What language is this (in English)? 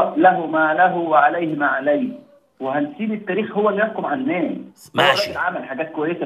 Egyptian Arabic